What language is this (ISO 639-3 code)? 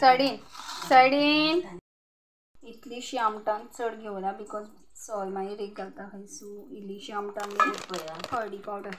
kok